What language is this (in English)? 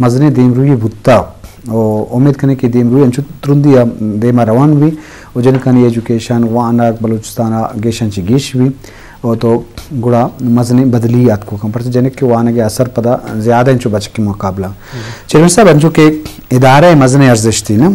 Eastern Balochi